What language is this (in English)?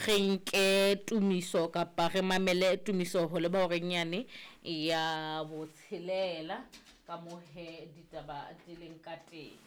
Southern Sotho